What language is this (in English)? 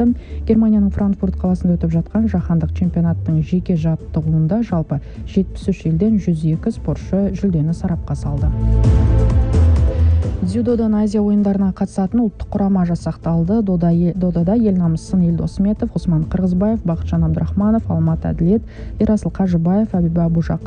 Kazakh